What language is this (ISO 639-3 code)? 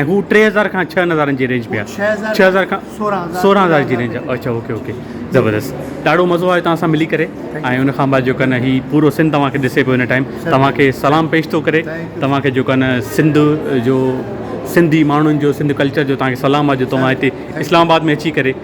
snd